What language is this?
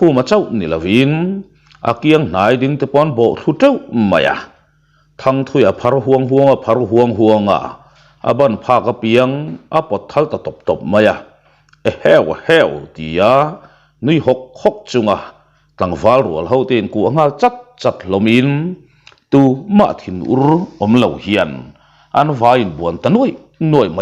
Mizo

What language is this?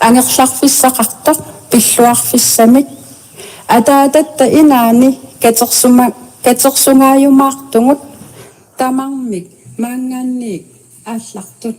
Kalaallisut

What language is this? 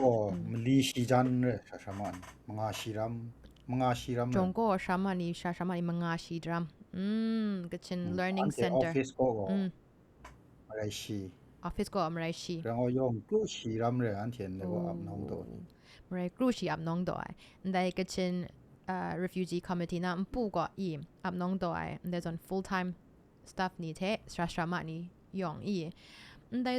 Kachin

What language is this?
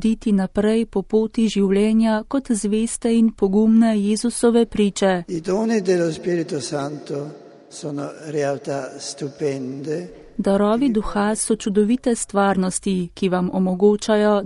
Slovenian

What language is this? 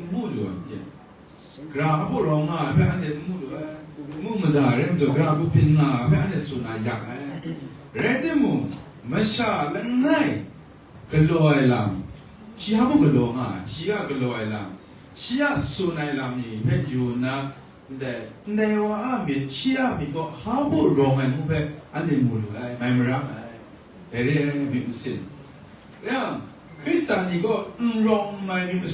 Kachin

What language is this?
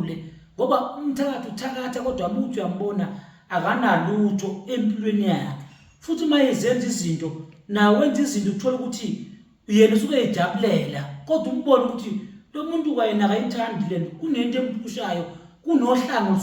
Zulu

